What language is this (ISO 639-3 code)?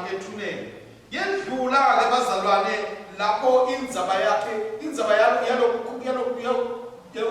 ssw